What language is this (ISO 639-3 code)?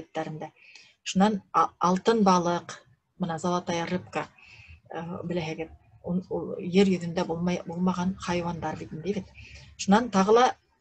bak